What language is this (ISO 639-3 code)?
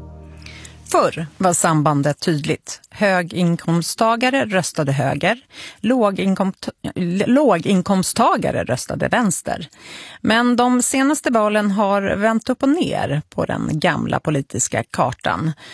swe